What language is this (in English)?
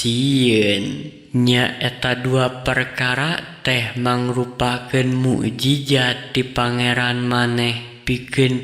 Sundanese